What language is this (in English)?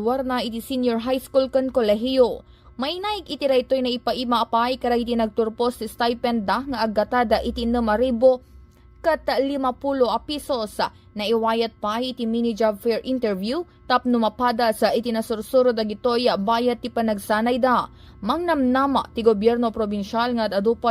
Iloko